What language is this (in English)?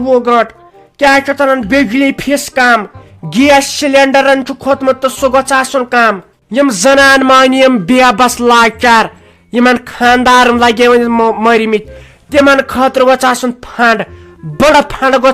Kashmiri